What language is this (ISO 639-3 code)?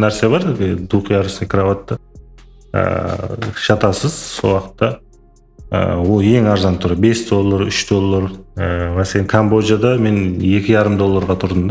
kaa